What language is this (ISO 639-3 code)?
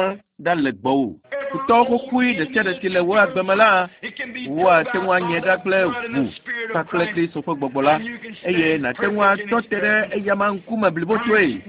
ewe